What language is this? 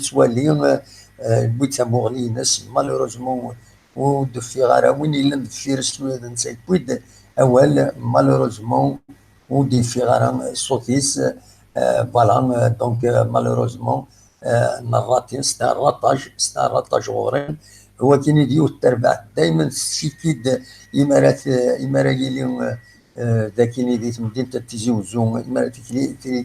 Kabyle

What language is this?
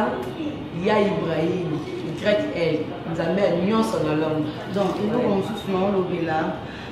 Lingala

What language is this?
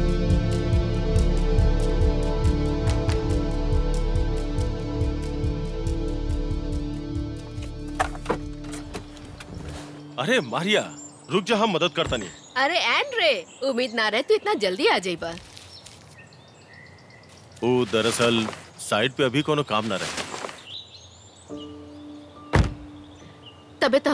Bhojpuri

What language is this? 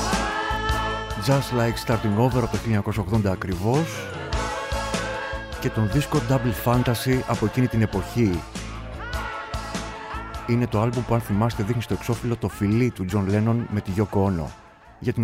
Greek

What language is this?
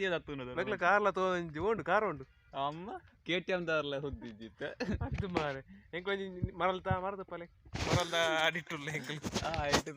Tulu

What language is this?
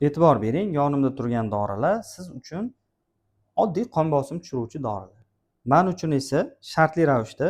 Uzbek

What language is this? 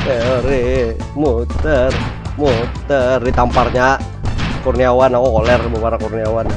Banjar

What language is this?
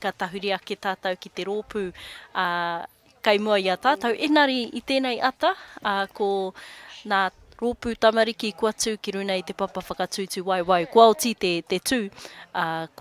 Māori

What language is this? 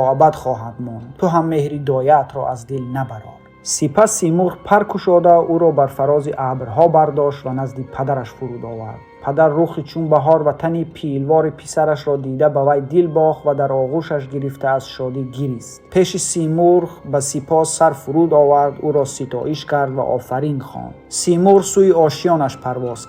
Tajik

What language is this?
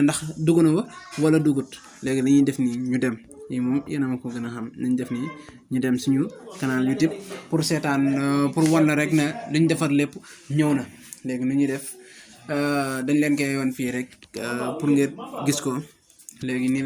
Wolof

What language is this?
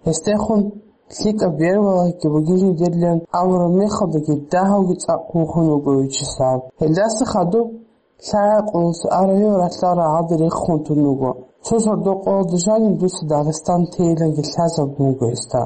Avaric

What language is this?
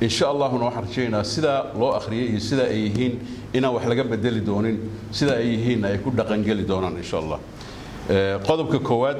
Somali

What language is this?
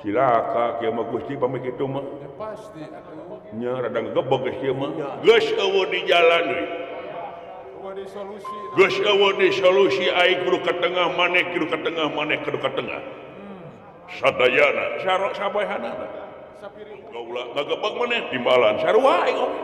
Sundanese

